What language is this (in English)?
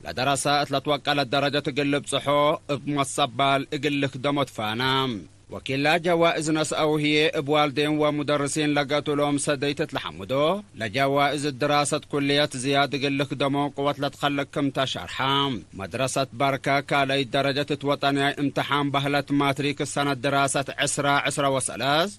Tigre